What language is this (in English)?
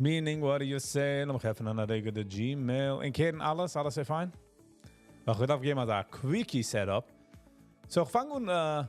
Yiddish